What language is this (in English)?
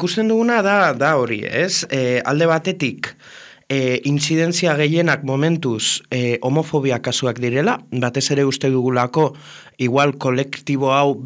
Basque